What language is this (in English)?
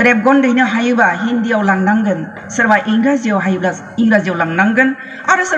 Bodo